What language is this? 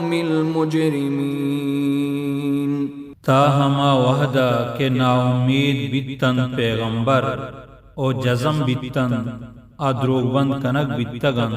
Baluchi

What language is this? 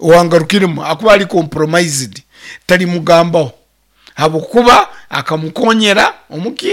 Nyankole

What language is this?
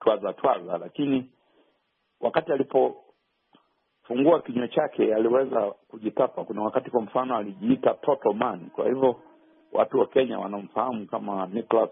Swahili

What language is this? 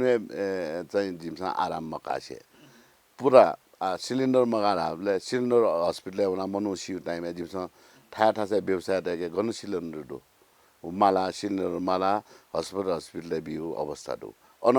Newari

